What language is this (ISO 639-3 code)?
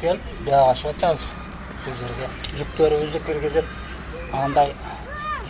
kir